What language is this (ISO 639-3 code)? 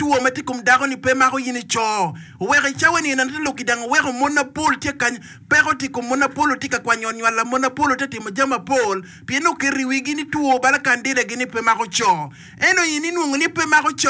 ach